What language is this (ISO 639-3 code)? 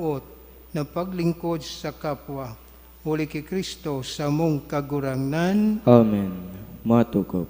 bik